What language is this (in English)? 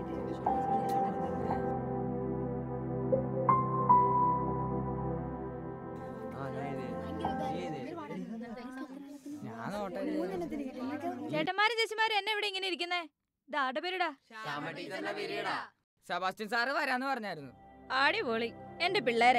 Malayalam